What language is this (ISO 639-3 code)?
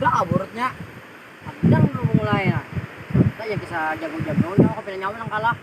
bjn